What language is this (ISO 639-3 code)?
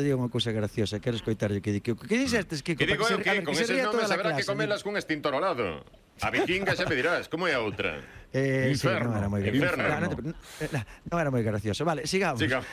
glg